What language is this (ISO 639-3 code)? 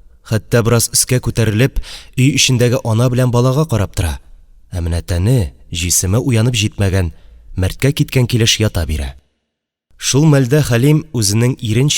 tat